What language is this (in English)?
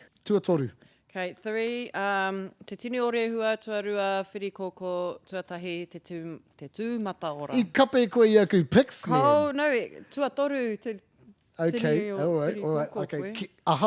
Māori